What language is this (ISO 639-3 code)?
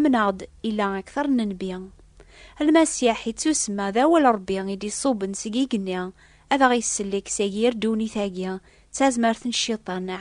kab